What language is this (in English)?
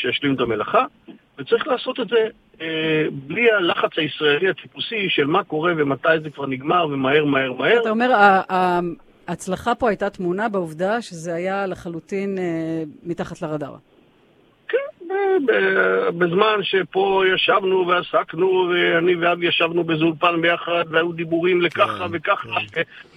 Hebrew